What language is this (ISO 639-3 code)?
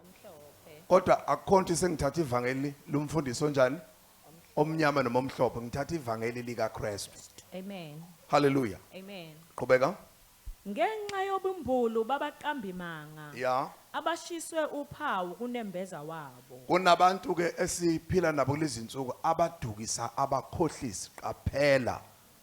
zul